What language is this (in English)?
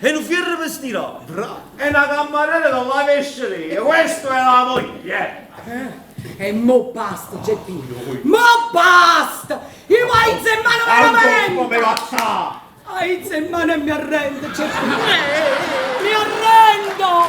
Neapolitan